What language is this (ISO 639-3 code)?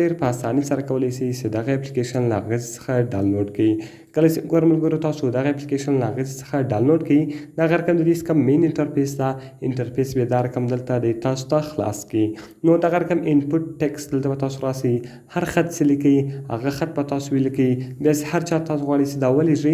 pus